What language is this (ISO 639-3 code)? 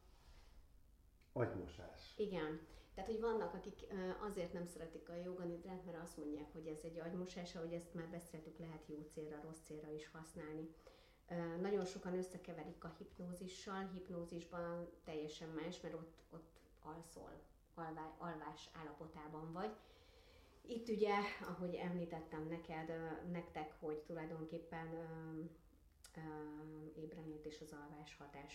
hun